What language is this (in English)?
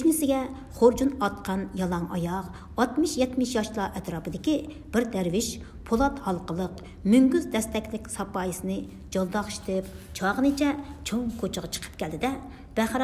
Uyghur